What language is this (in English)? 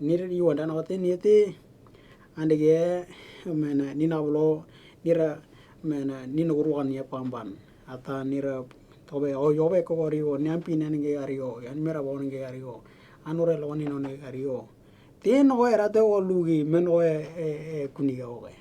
Western Dani